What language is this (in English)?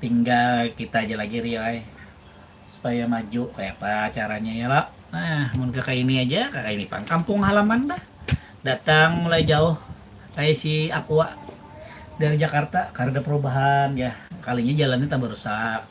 Banjar